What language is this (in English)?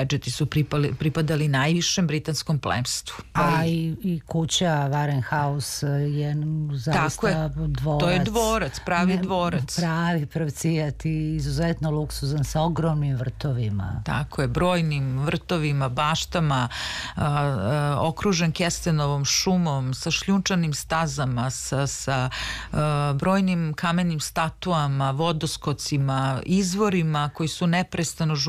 Serbian